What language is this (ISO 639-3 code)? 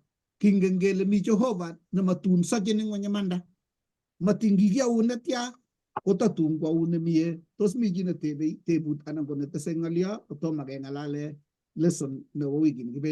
kln